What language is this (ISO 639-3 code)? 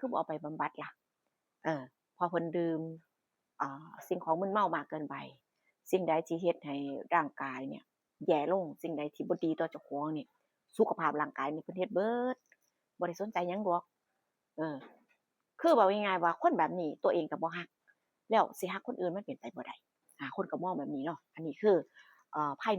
tts